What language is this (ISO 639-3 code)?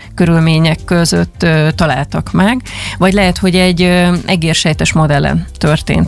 hun